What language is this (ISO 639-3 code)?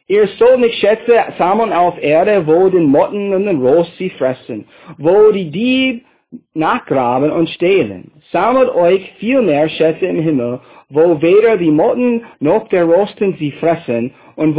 deu